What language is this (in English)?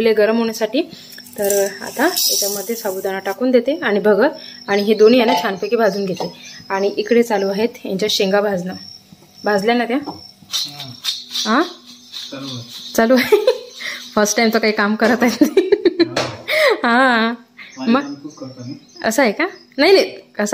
Marathi